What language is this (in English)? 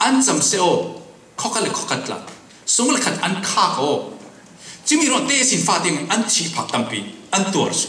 Falam Chin